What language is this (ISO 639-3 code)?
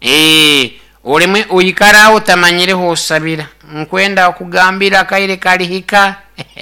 nyo